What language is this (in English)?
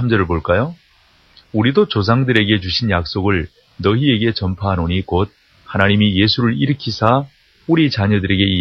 Korean